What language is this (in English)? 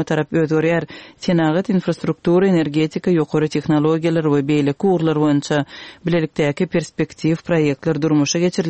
Turkmen